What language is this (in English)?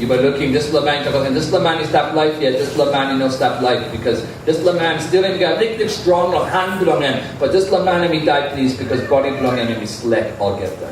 Tok Pisin